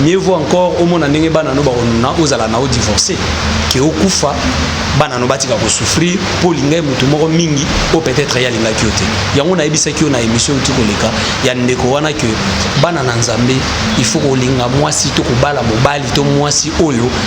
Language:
Lingala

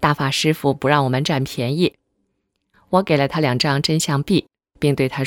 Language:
Chinese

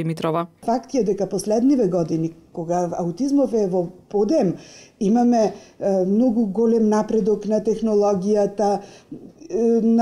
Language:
Macedonian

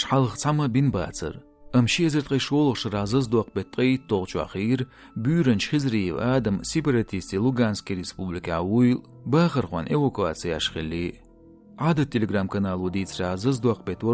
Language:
Chechen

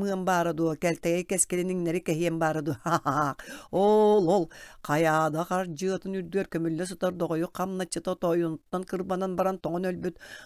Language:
Yakut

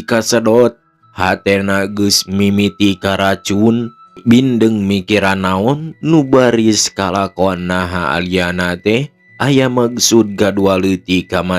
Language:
Sundanese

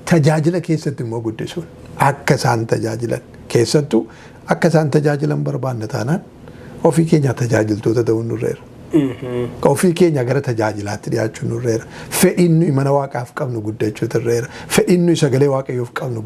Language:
Oromo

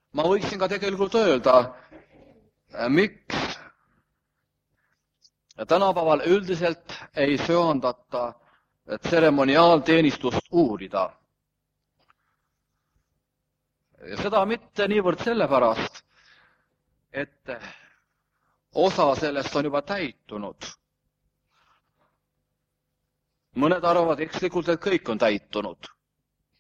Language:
Estonian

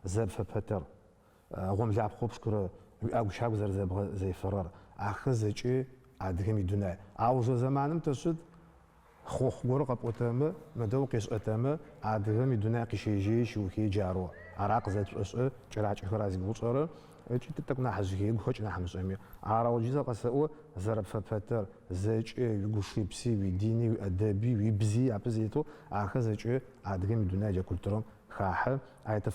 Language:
Adyghe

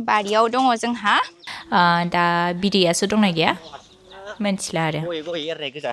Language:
Bodo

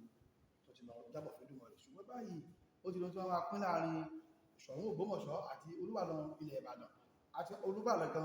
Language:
Yoruba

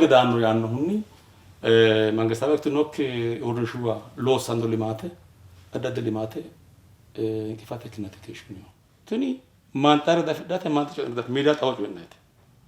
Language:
Sidamo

